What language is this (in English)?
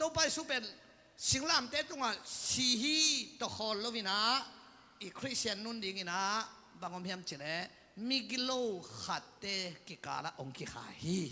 Tedim Chin